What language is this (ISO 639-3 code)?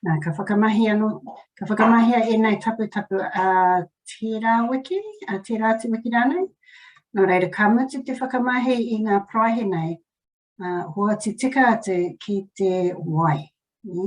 mri